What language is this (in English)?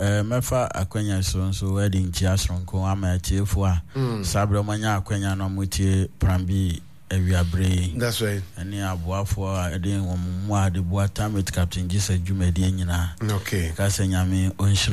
Akan